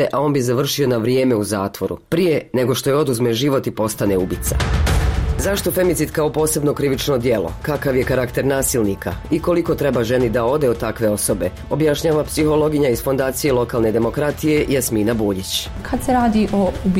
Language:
Bosnian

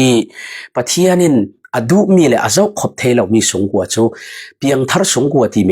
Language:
Falam Chin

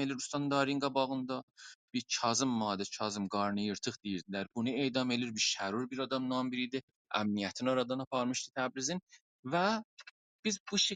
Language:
South Azerbaijani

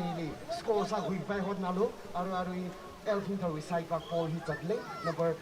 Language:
Tangkhul Naga (India)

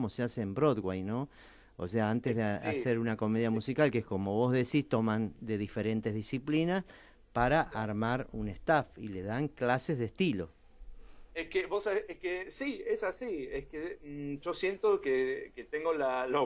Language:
Spanish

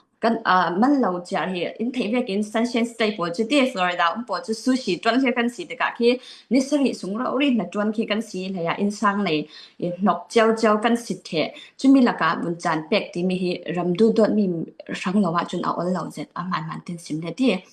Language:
Falam Chin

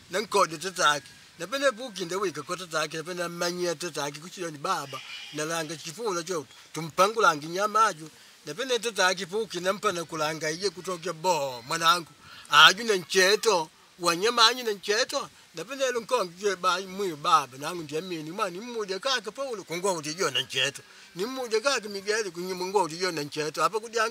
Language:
Makonde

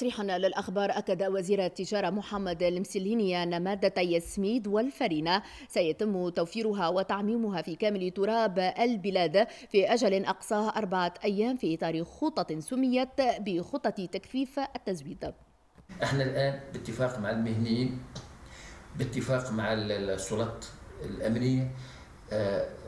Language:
Tunisian Arabic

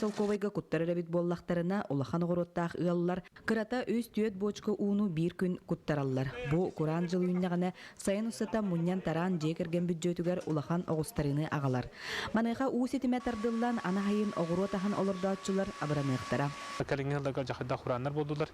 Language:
Yakut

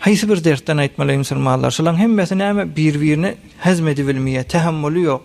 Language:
Turkmen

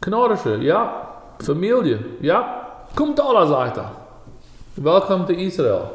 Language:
Plautdietsch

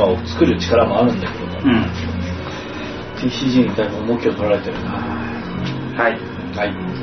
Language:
Japanese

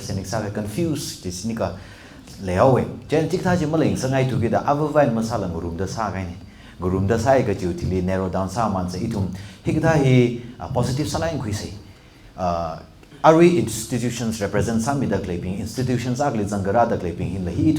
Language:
Tangkhul Naga (India)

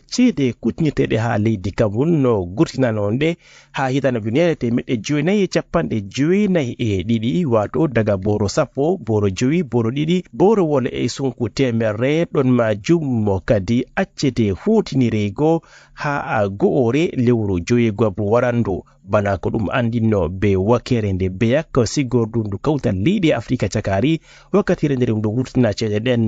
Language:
Fula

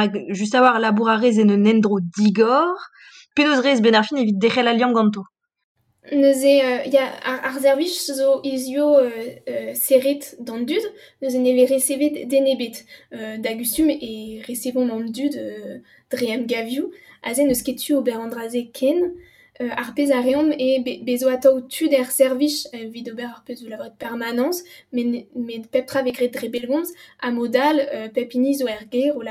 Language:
Breton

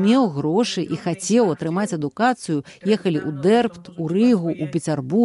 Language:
Belarusian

